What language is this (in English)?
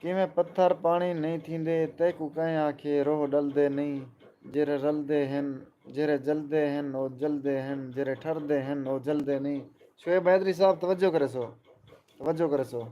Saraiki